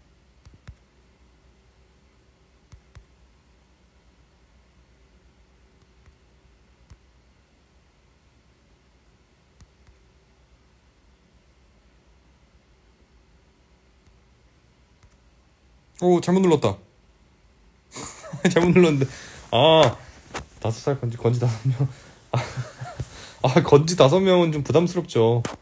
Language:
Korean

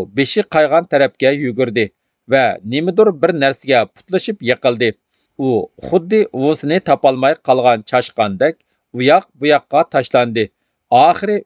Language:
Uyghur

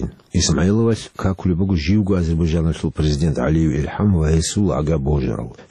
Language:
Avaric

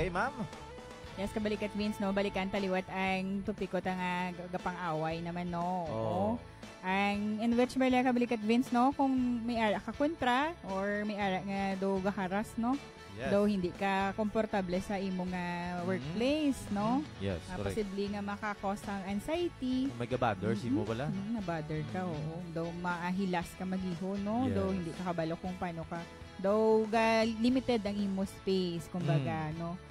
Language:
Hiligaynon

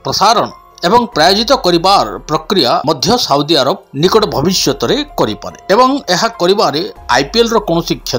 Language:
Odia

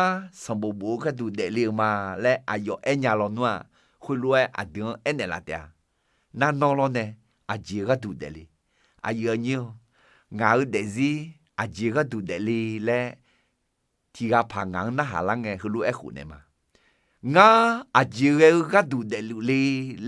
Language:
Akha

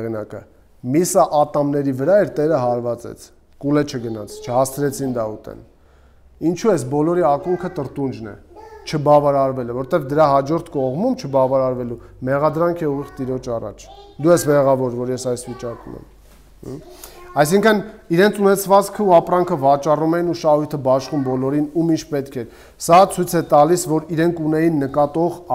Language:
Armenian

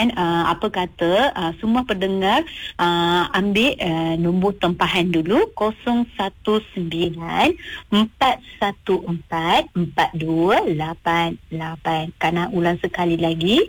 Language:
Malay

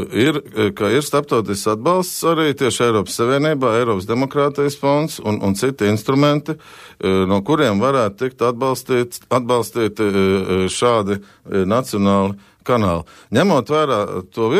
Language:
Latvian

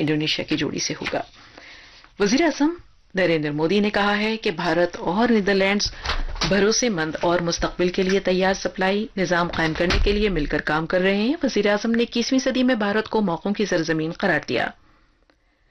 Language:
Urdu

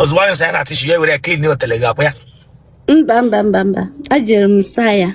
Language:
Igbo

